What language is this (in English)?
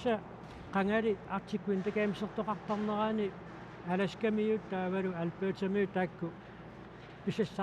Kalaallisut